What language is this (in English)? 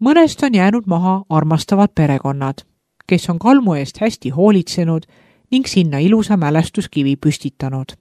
Estonian